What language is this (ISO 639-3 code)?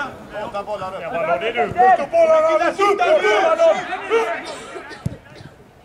swe